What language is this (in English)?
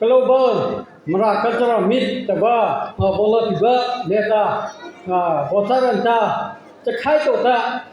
Mara Chin